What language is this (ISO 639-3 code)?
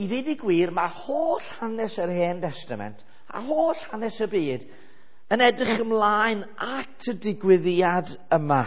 cym